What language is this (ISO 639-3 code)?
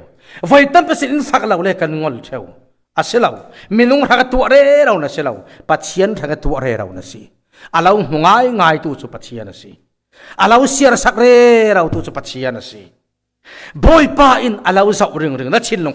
cfm